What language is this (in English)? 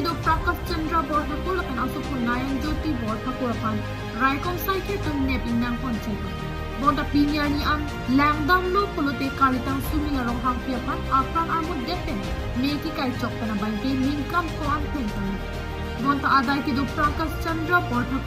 Karbi